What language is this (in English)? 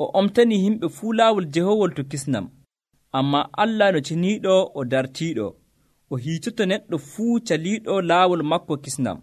Nigerian Fulfulde